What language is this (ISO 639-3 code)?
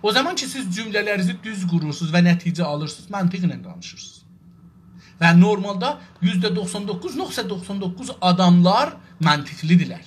azb